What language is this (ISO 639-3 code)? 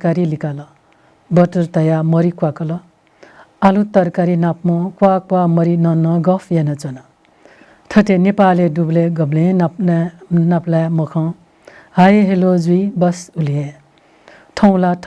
new